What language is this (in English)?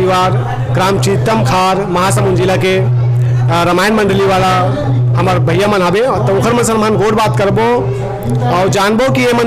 Chhattisgarhi